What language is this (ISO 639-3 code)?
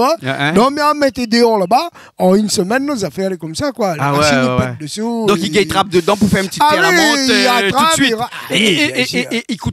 rcf